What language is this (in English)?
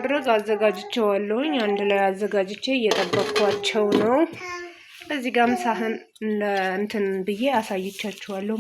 Amharic